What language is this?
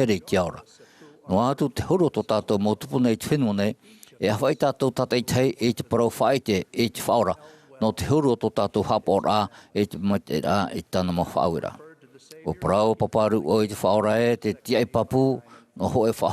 Tahitian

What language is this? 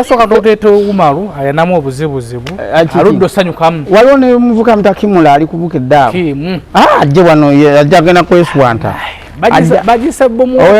Ganda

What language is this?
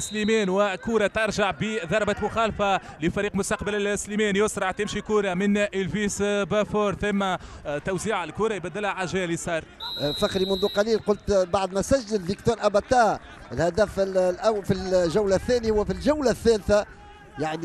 Tunisian Arabic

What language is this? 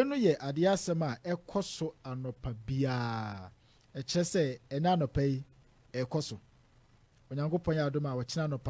Akan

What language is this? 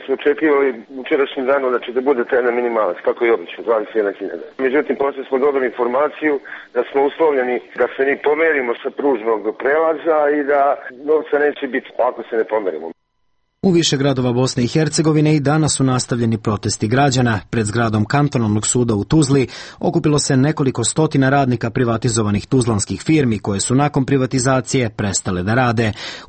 Serbian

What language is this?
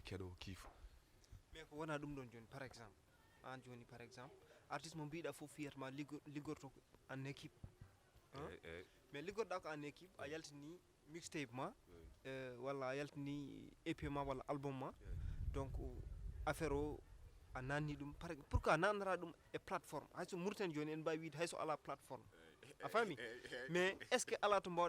Fula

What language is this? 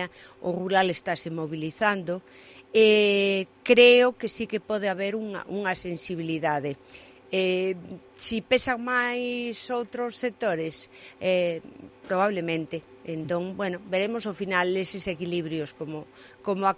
Galician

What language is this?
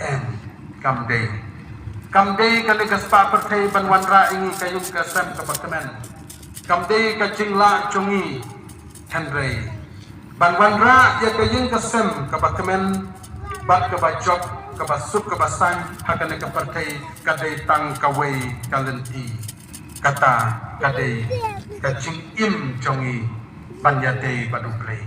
Khasi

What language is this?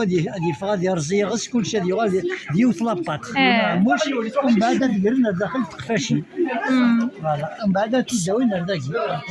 Kabyle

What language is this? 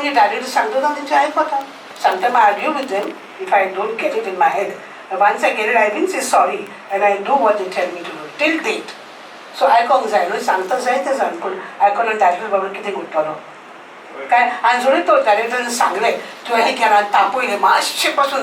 Konkani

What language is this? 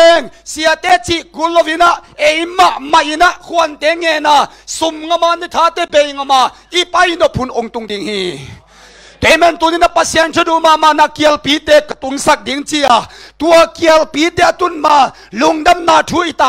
Tedim Chin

